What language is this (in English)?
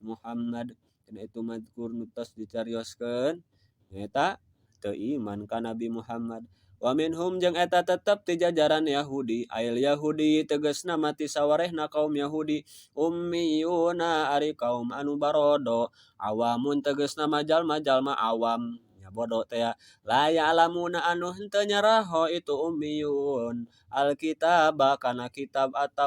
Sundanese